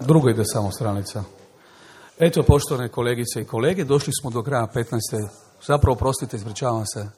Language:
Croatian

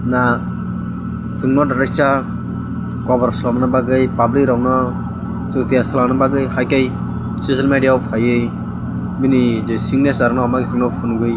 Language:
Kok Borok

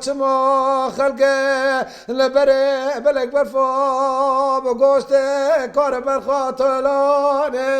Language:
Kurdish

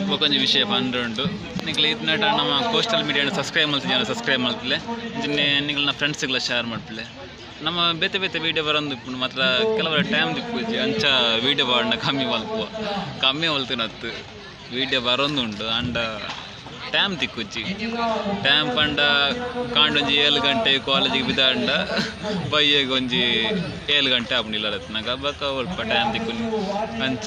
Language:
Tulu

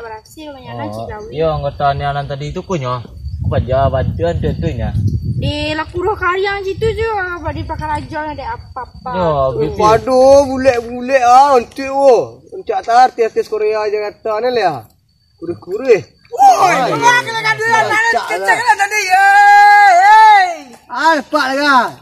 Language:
Minangkabau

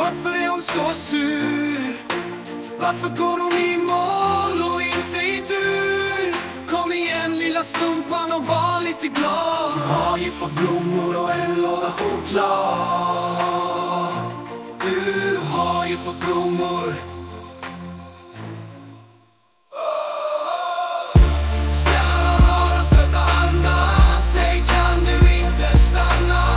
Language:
Swedish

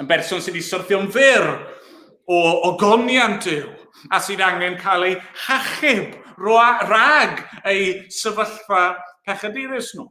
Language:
Welsh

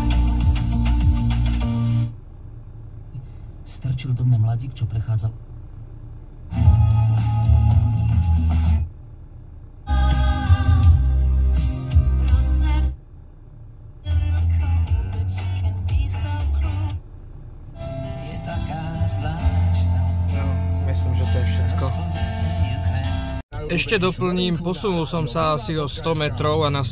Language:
Slovak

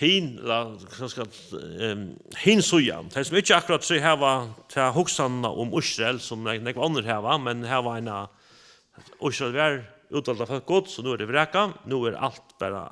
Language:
Faroese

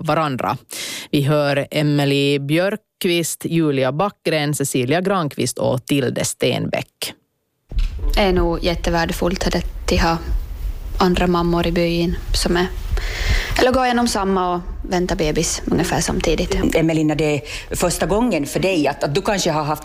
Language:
Swedish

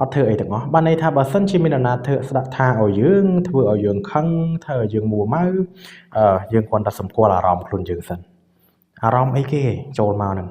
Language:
Khmer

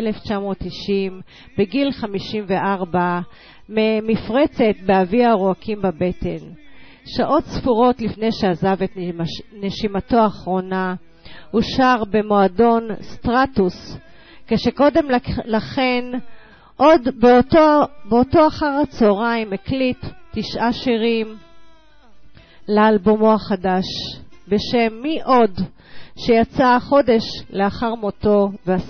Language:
Hebrew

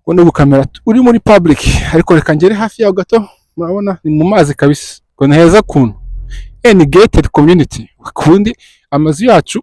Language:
Kinyarwanda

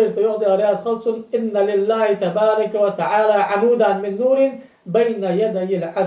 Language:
Ingush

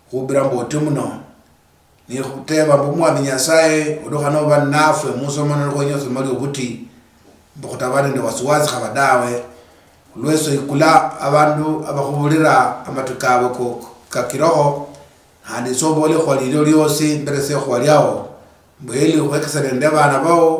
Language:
Luyia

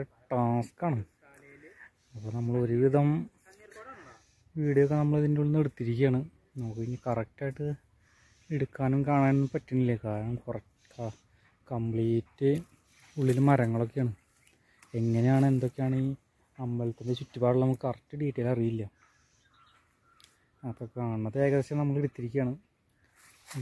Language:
Malayalam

